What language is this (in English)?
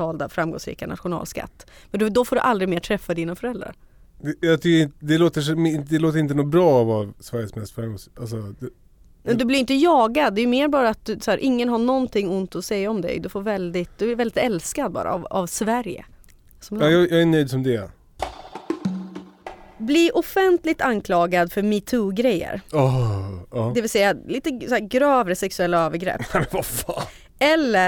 Swedish